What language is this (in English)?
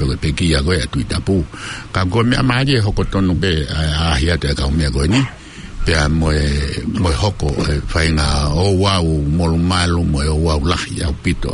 Tongan